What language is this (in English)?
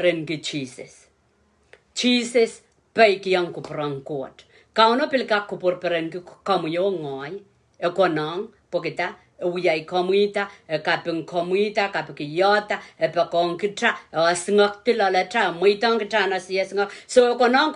Pohnpeian